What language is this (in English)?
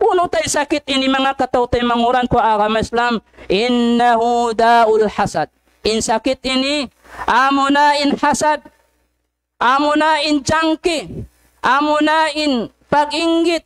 Tausug